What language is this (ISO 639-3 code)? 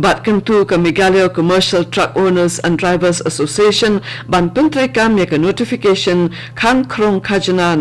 kha